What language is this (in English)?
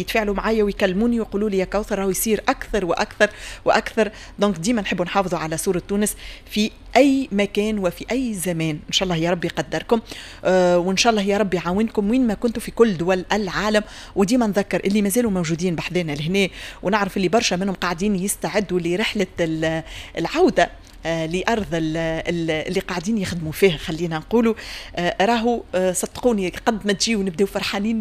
Tunisian Arabic